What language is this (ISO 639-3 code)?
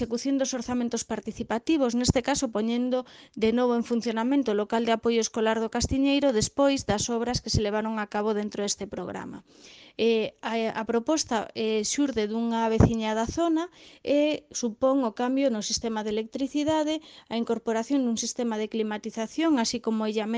glg